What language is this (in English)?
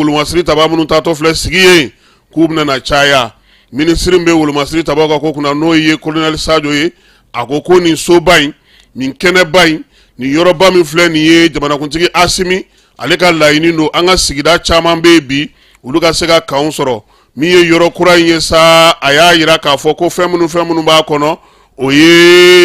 Bambara